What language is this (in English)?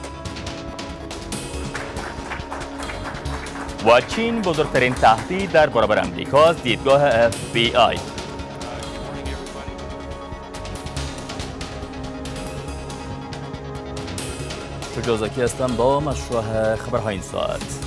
Persian